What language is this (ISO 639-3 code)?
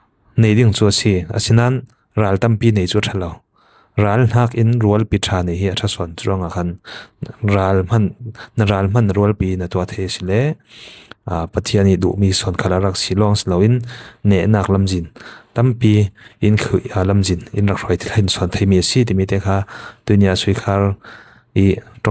cfm